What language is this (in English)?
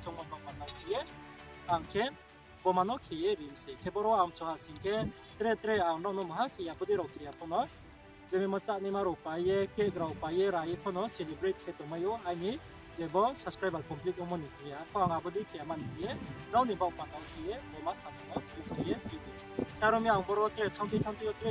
Riang (India)